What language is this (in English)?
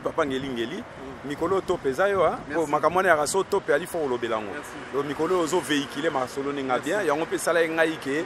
Lingala